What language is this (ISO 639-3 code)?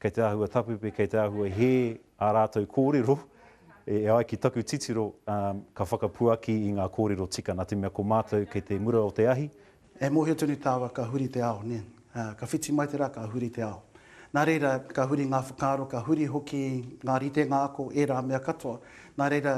mri